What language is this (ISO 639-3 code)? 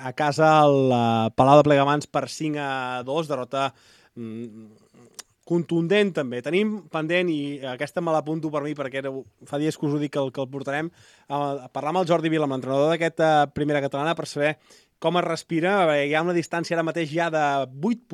cat